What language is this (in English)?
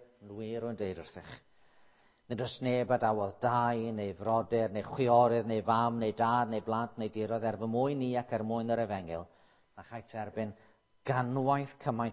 Welsh